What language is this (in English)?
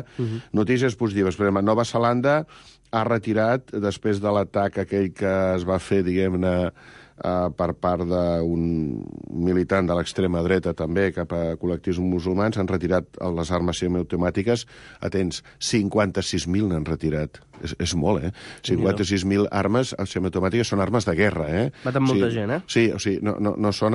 Catalan